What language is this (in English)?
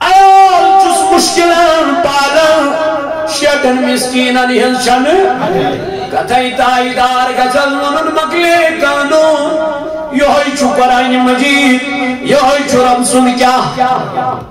Kashmiri